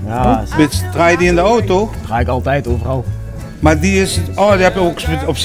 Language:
Limburgish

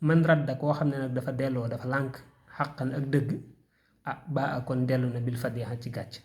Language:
Wolof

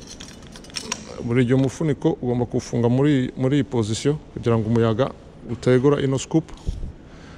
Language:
Kinyarwanda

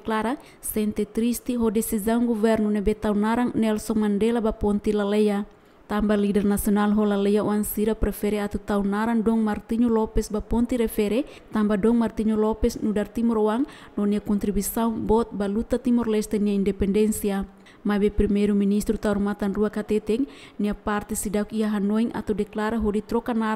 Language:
Tetum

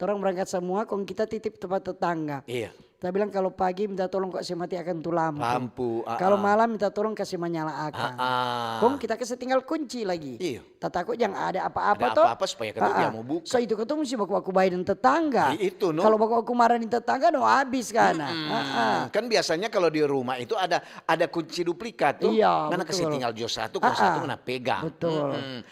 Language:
Manado Malay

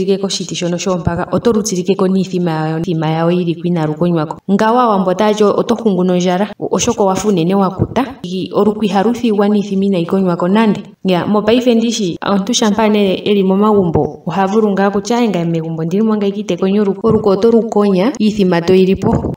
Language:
Ndonga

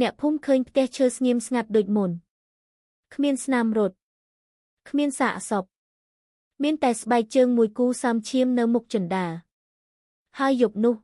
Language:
Khmer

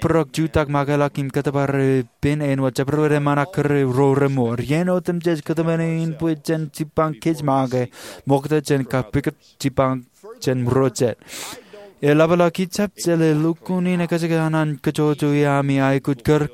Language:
Marshallese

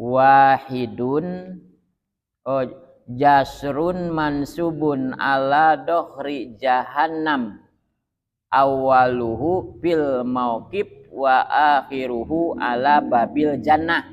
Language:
Sundanese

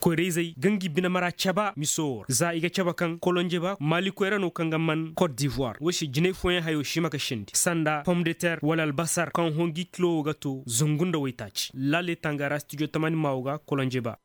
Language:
Koyraboro Senni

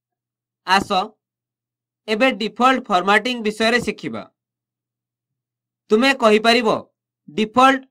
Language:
Odia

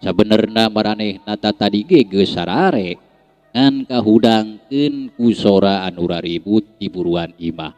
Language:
Sundanese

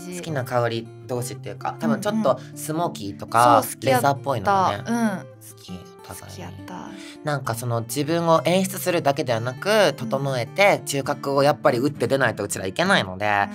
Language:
Japanese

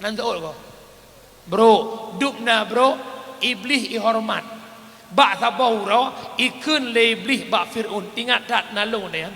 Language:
Achinese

